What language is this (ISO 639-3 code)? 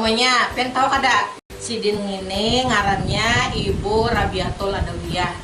bjn